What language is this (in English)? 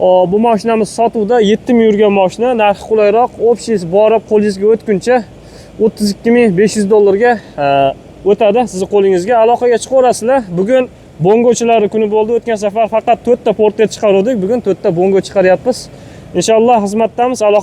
Uzbek